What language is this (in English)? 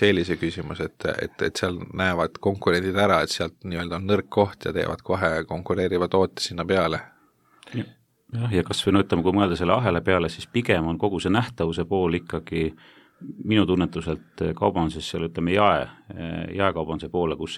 Estonian